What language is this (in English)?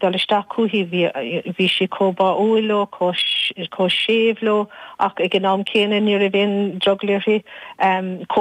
Irish